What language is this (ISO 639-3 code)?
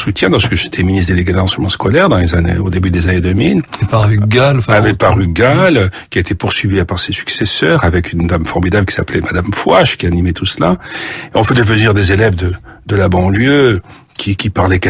fra